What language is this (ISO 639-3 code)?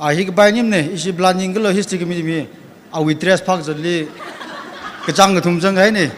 nmf